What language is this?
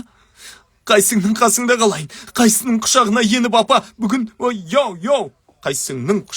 Kazakh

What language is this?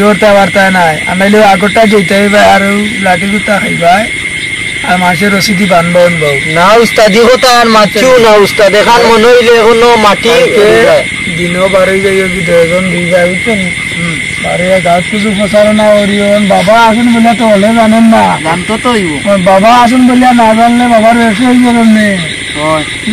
Sylheti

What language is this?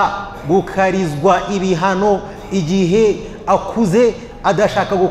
Kinyarwanda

